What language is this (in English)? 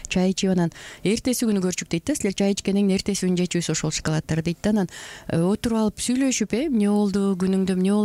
Kyrgyz